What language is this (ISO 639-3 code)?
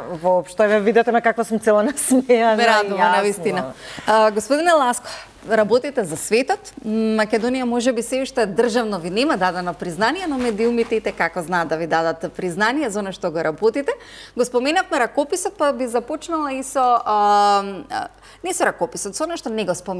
mkd